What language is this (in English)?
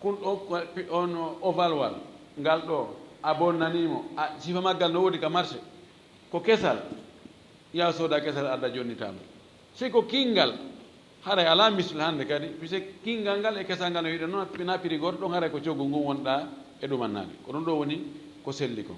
Fula